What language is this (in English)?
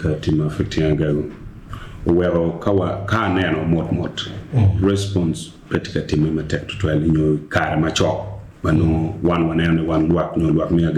Acoli